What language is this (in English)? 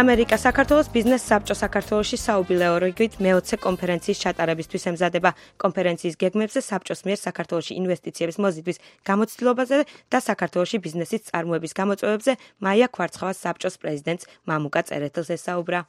Georgian